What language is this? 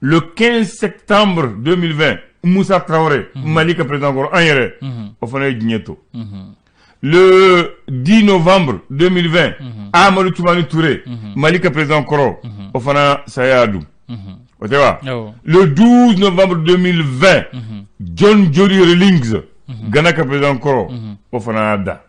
Bambara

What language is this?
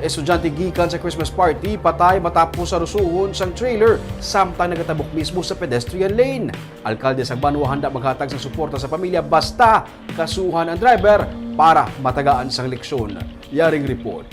Hiligaynon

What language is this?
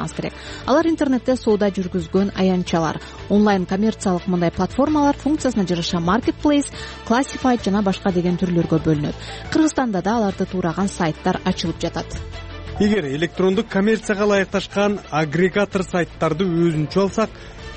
Kyrgyz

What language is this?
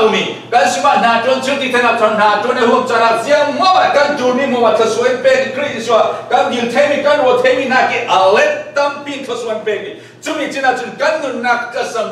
Falam Chin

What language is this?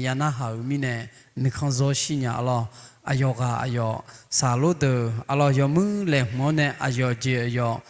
Akha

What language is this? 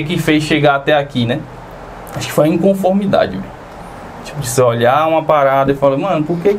Portuguese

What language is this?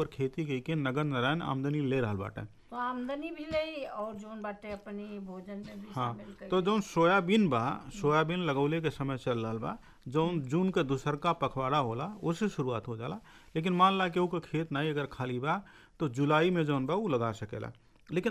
Bhojpuri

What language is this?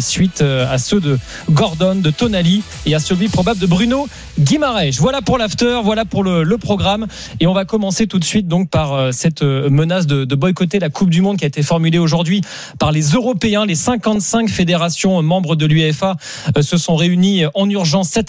French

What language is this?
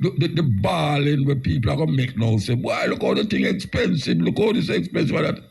Jamaican Creole English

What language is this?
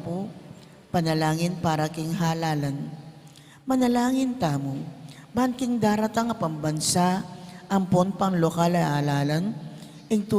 Pampanga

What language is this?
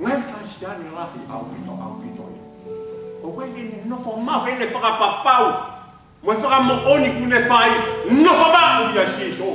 Tongan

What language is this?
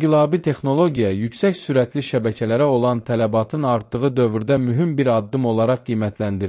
Azerbaijani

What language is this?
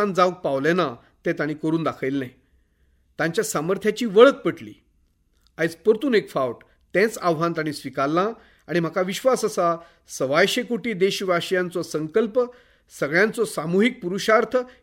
Konkani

